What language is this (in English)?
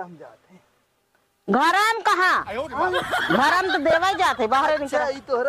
Awadhi